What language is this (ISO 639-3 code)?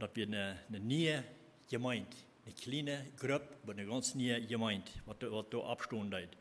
pdt